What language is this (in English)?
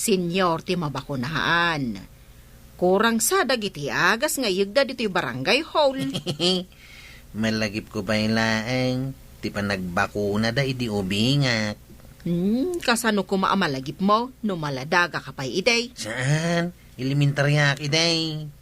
Iloko